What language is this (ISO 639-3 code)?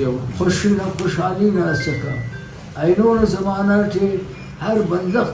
brh